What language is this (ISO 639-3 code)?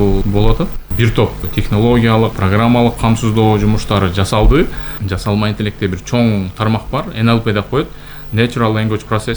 kir